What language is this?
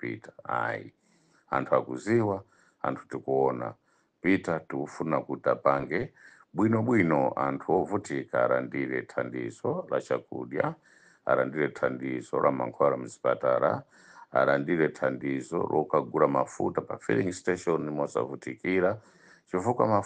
Nyanja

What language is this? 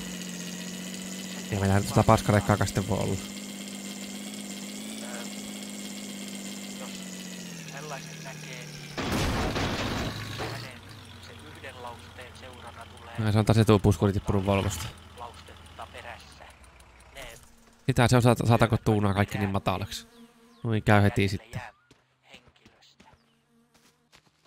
Finnish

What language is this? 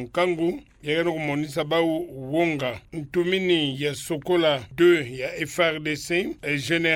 Kituba (Democratic Republic of Congo)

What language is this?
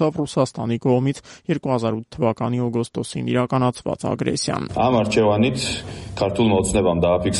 Armenian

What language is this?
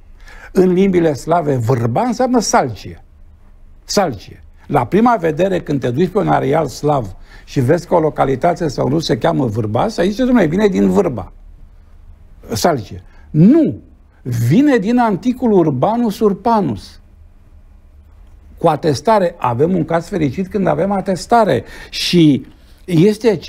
Romanian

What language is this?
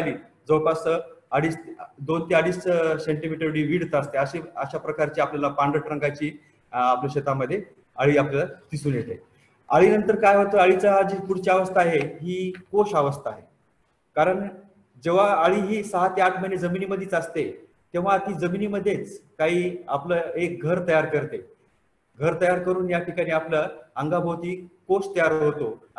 Marathi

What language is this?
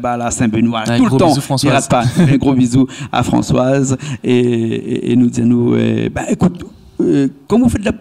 Réunion Creole French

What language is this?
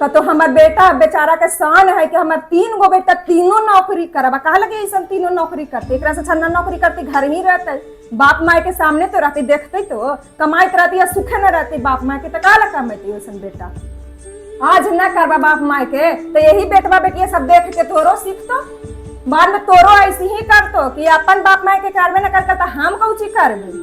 Magahi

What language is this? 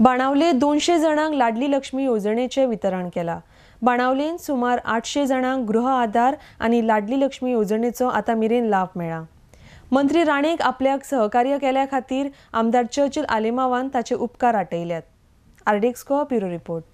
Konkani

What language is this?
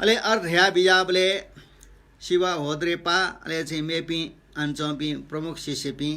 Newari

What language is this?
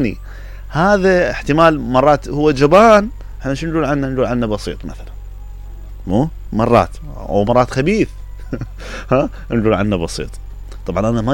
Mesopotamian Arabic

